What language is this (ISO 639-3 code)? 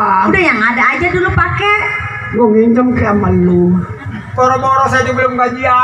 bew